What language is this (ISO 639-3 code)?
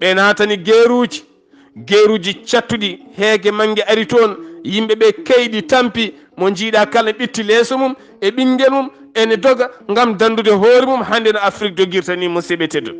ful